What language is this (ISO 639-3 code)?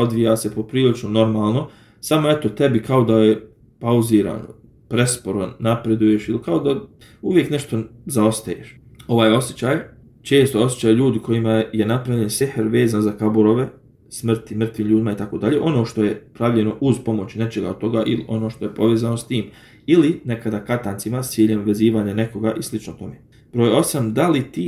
bos